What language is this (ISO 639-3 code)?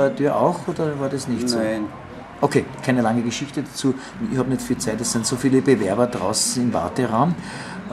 bar